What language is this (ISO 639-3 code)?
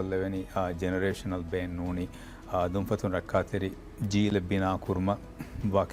div